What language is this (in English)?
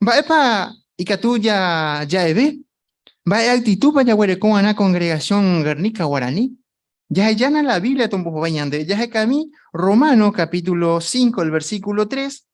Guarani